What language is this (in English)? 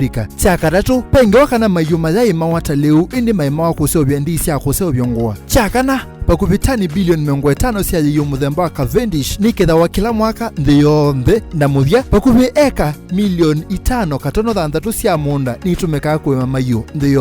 Kamba